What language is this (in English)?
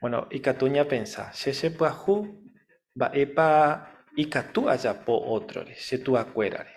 Guarani